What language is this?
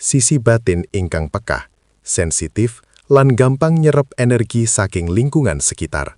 Javanese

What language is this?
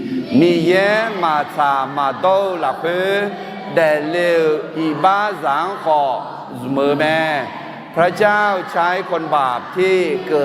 Akha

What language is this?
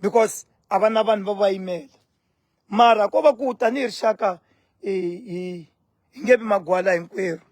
Tsonga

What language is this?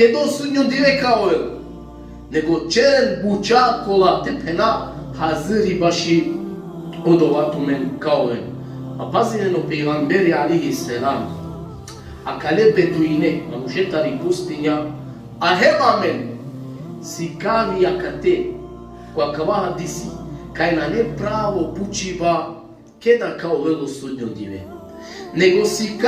Balkan Romani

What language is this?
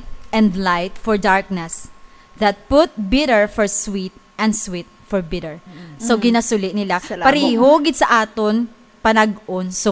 Hiligaynon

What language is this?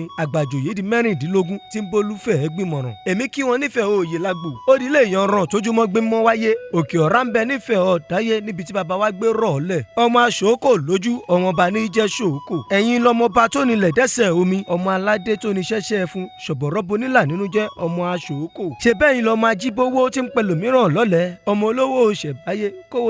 Yoruba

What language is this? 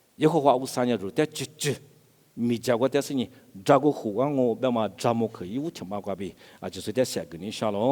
Lisu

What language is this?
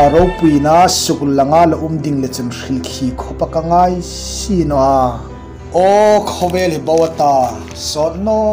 Hmar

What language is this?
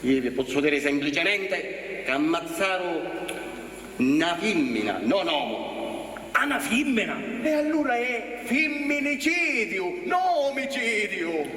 Sicilian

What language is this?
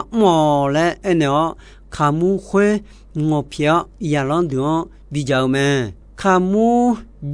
Akha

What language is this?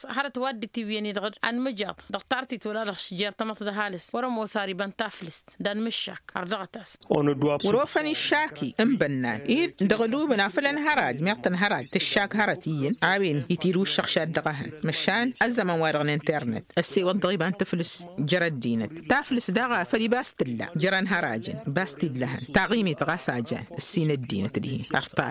Tamasheq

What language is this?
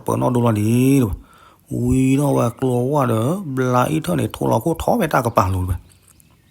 S'gaw Karen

